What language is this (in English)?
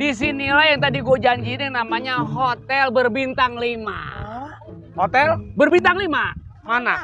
Betawi